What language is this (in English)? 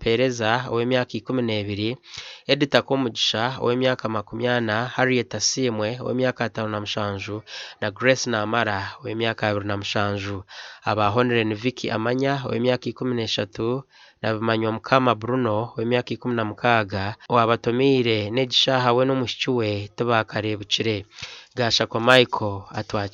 Nyankole